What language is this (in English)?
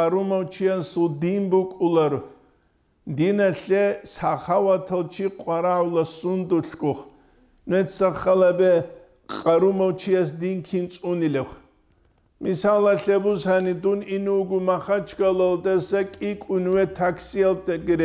Avaric